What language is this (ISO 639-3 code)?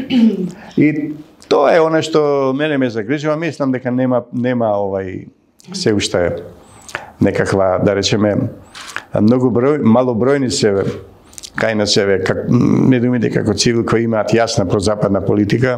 mkd